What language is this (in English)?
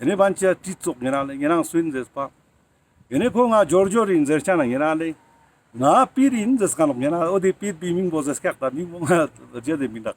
Ladakhi